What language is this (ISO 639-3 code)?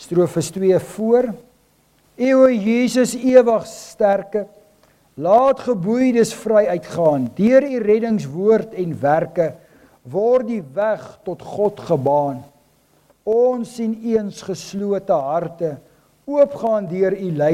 afr